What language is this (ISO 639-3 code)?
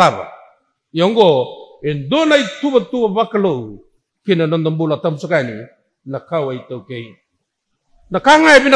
fij